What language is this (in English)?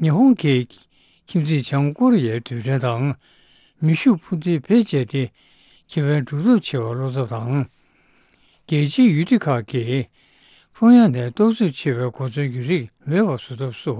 Tibetan